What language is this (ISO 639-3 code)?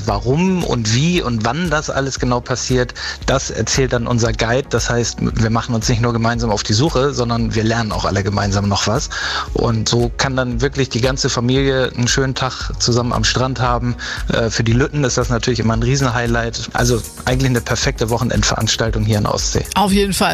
deu